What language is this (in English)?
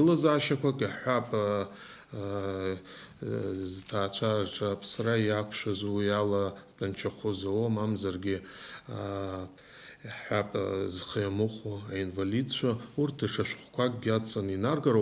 Abkhazian